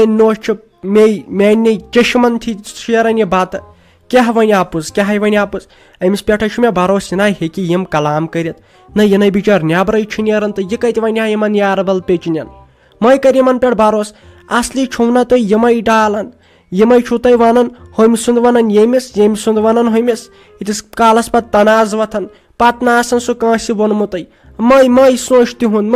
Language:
Kashmiri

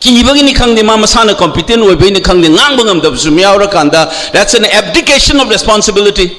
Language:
Manipuri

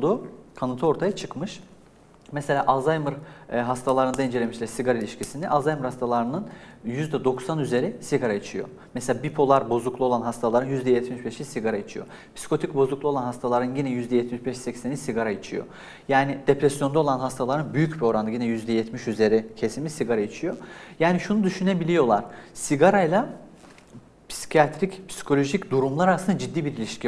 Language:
Turkish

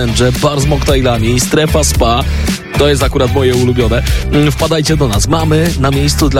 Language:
Polish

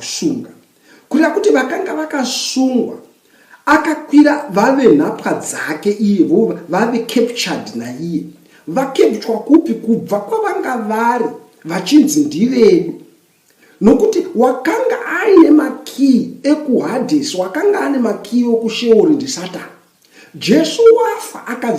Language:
Shona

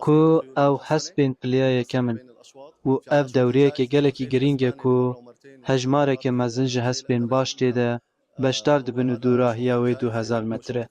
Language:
Kurdish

